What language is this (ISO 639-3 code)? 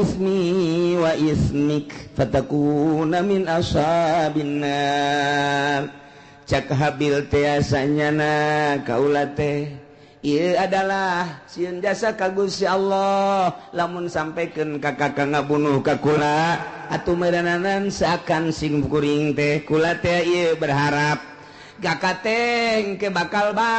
sun